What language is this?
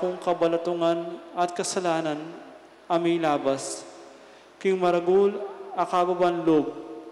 Pampanga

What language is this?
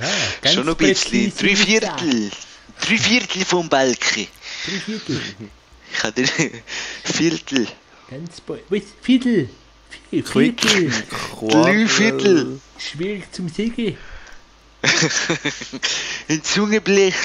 Swiss German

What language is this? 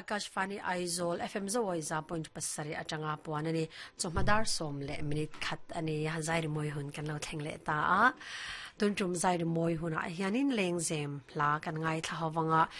Mizo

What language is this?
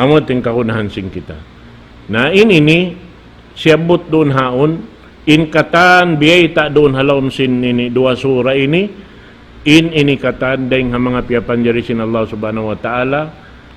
Tausug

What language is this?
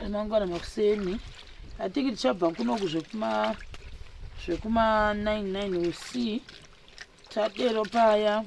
Shona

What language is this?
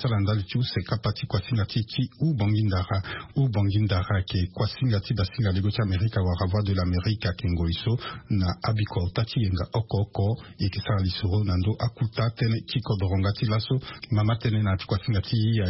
Sango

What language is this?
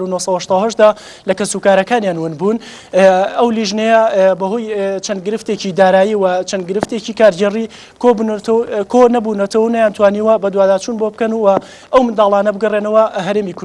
Central Kurdish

